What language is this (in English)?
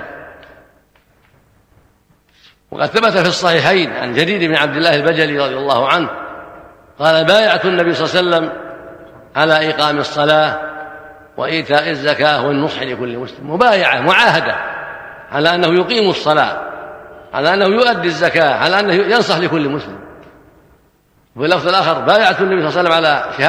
Arabic